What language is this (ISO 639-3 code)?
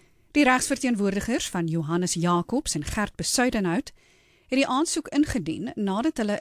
afr